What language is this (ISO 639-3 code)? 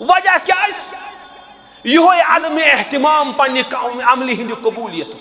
kas